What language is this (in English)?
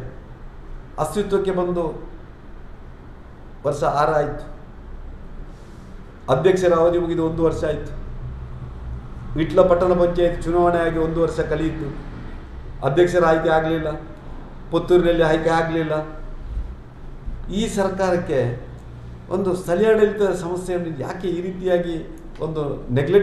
Kannada